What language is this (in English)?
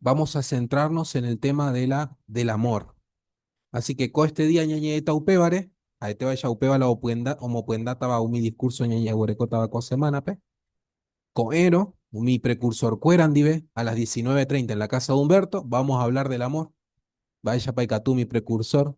Guarani